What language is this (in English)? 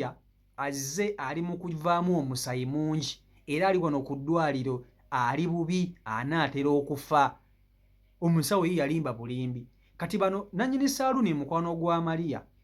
Ganda